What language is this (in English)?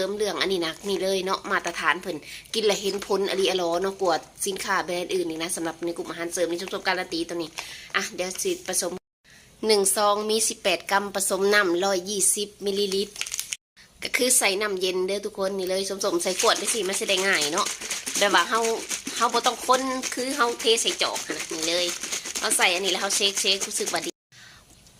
Lao